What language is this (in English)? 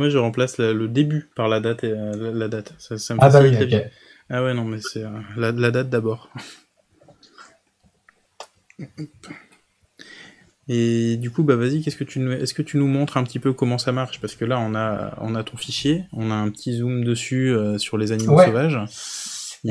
French